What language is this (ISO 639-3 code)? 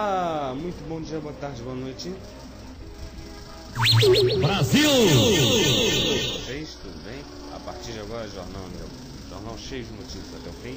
por